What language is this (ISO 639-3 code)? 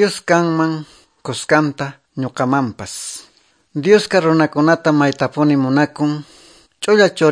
que